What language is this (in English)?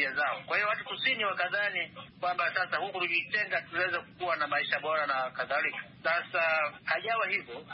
Swahili